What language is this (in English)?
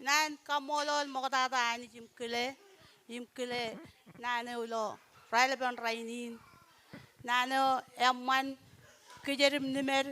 Marshallese